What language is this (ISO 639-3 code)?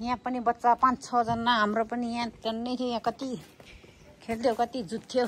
nep